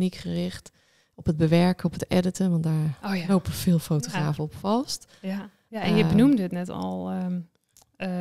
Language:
Dutch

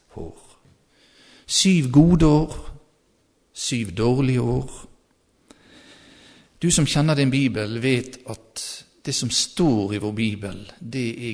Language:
Norwegian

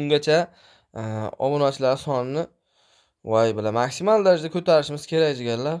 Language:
Uzbek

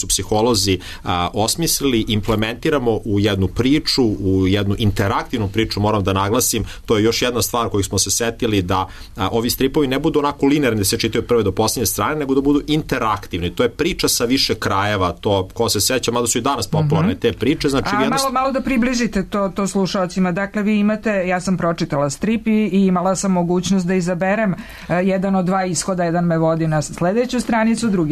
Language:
Serbian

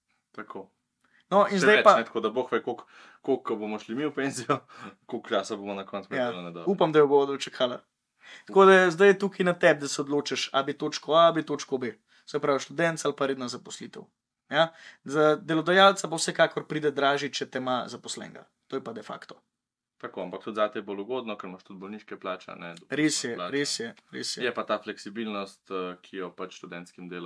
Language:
Slovenian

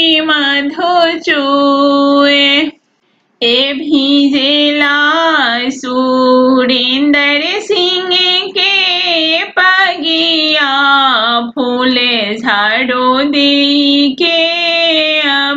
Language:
Bhojpuri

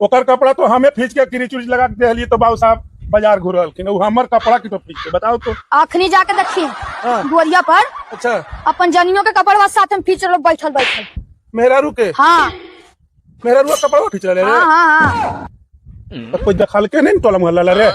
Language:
Magahi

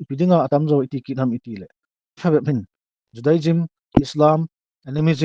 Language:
Thado Chin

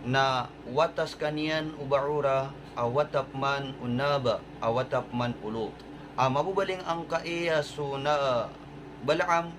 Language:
Maranao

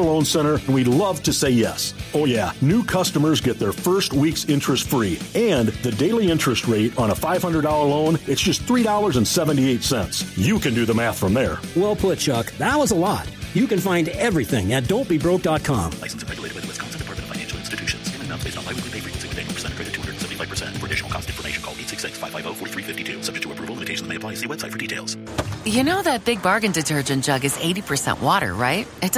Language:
English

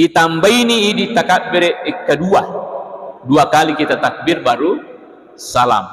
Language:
Buginese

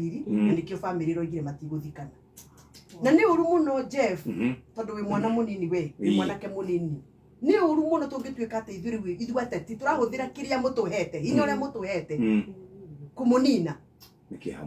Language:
Kikuyu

